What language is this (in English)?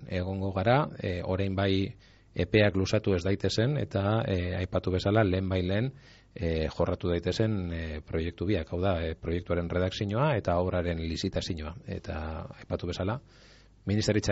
Basque